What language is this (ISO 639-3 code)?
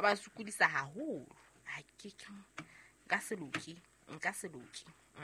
sot